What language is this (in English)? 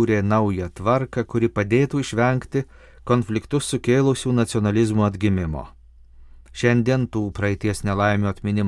Lithuanian